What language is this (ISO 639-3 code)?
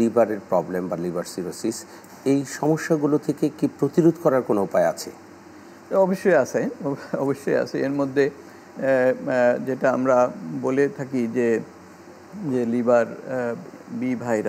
ben